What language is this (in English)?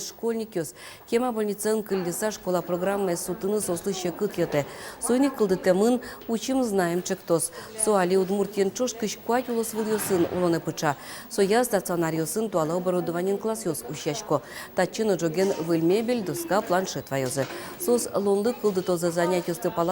Udmurt